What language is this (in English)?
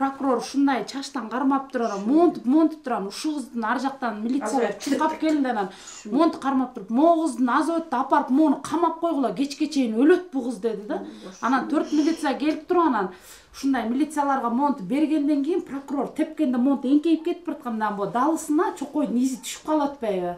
Kyrgyz